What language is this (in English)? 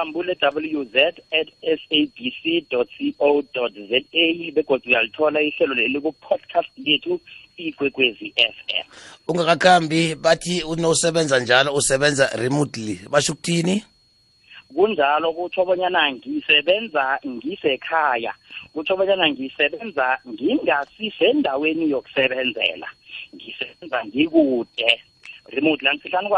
South Ndebele